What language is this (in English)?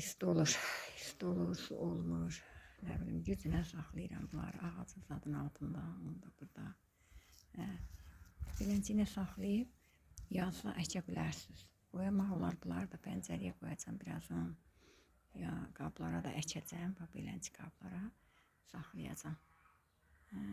Azerbaijani